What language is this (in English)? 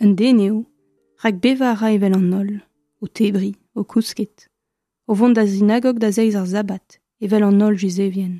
Breton